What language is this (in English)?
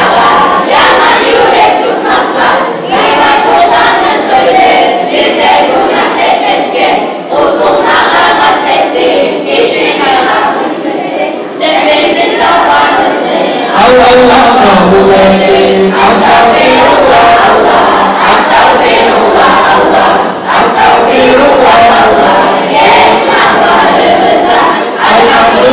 Kumyk